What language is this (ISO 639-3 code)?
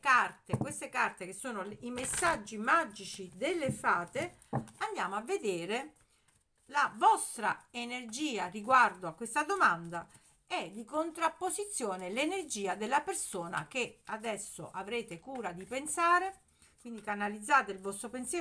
ita